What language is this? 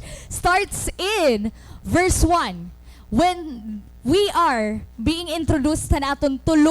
Waray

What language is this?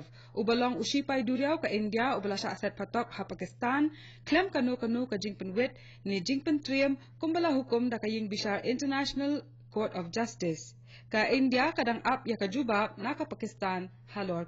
Khasi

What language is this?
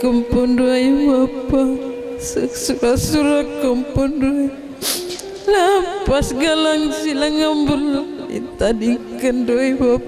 Batak Karo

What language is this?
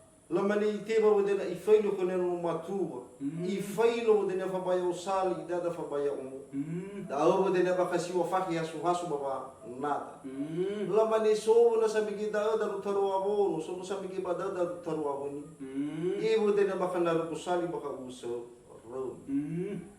Nias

